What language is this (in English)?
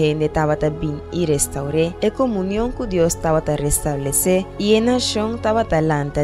Papiamento